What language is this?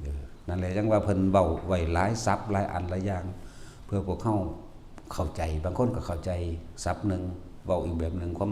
Northeastern Thai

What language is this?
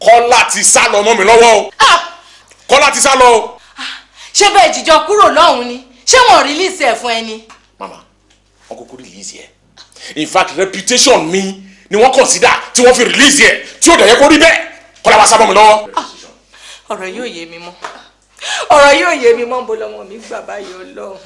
Yoruba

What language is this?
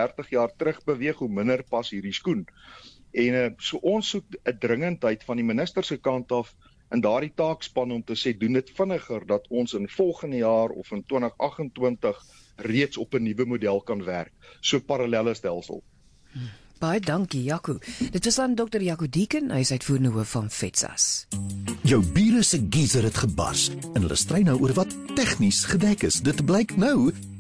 Afrikaans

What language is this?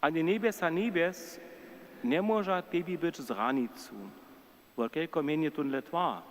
Upper Sorbian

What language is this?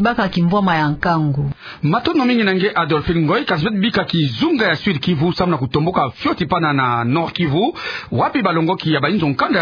Kituba (Democratic Republic of Congo)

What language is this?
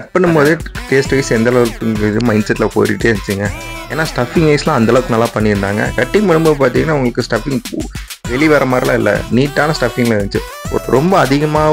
Tamil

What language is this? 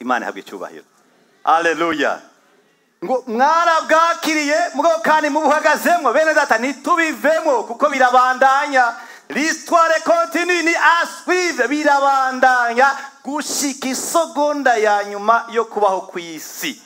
Rundi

